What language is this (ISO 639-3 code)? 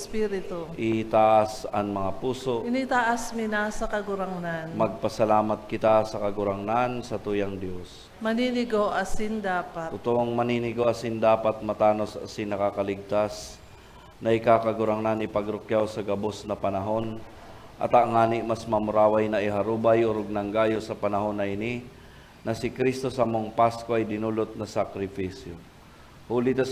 bik